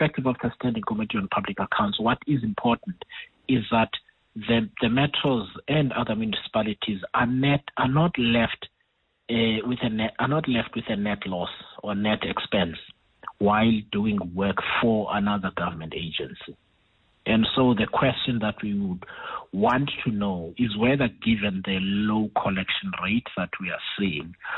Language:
English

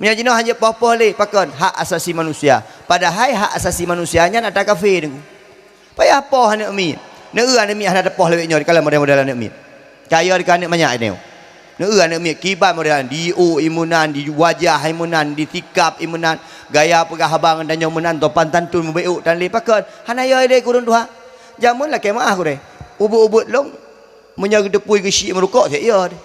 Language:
Achinese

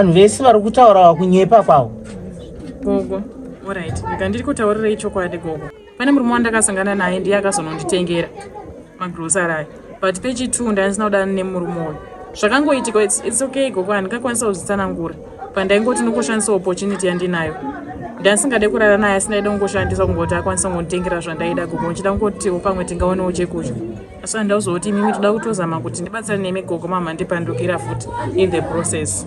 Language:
Shona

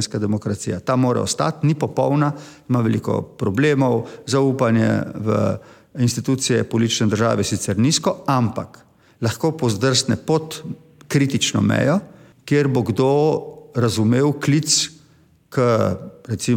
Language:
Slovenian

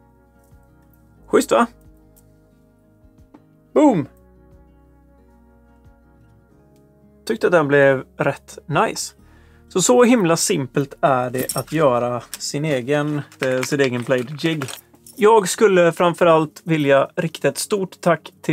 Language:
Swedish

